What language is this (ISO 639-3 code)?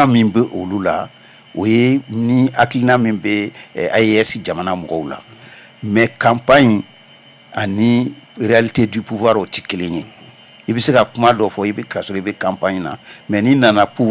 bam